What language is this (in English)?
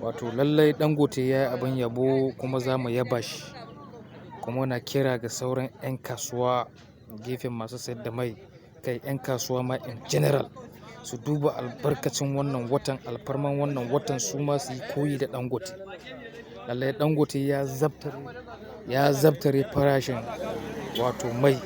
Hausa